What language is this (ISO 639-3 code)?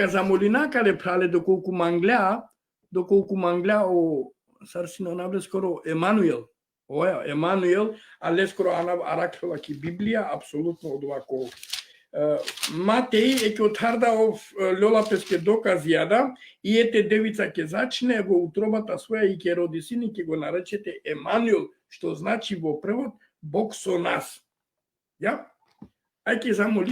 rmn